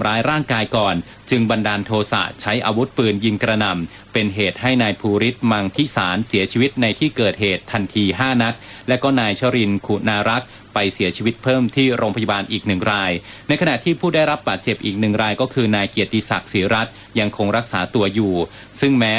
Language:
Thai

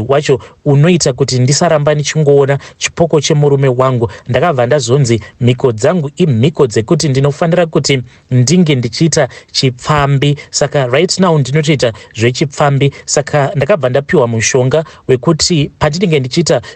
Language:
Shona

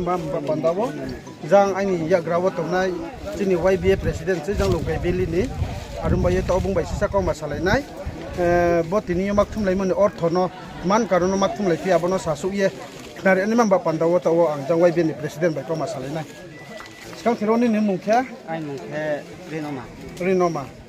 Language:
Riang (India)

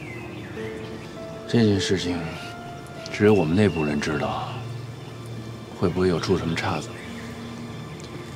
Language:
Chinese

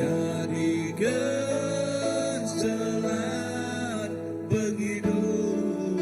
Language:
Iban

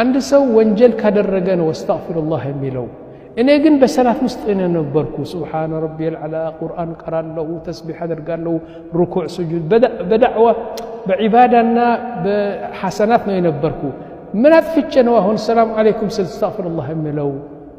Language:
Amharic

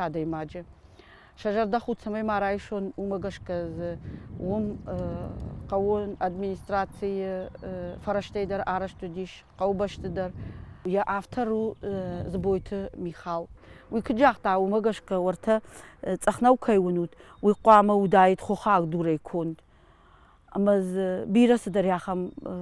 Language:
Ossetic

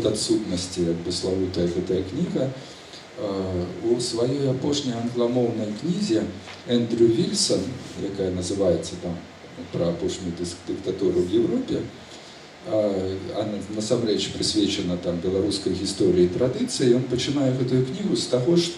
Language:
Belarusian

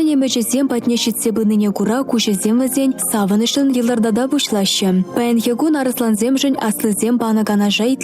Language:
Chuvash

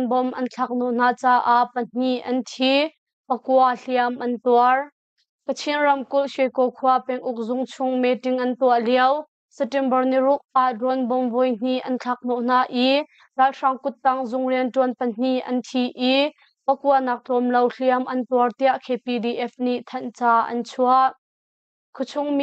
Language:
Hakha Chin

